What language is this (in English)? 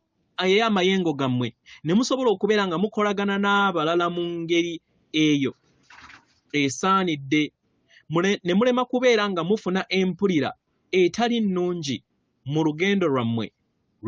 Ganda